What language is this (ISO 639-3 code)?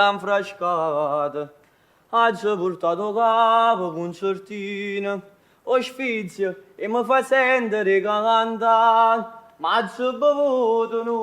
nap